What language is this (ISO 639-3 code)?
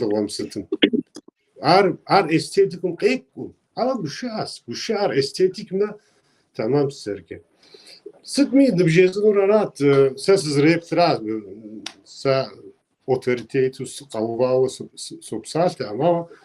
kbd